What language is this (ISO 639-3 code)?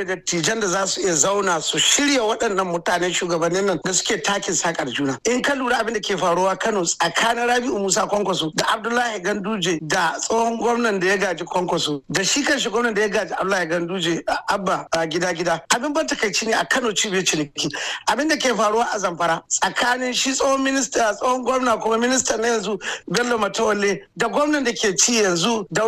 hau